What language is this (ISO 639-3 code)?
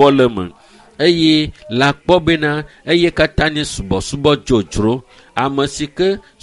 ewe